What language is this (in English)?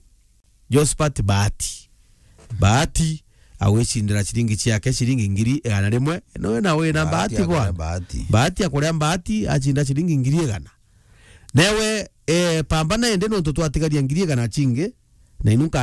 Meru